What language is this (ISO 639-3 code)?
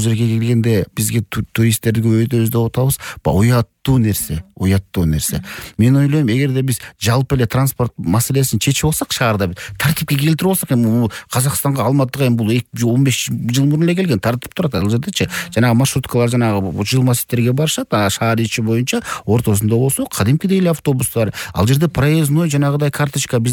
kir